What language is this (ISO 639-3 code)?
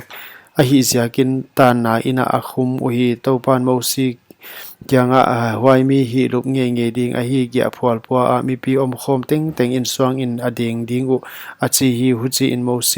pck